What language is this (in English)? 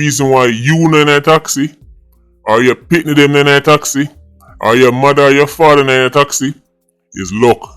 Jamaican Creole English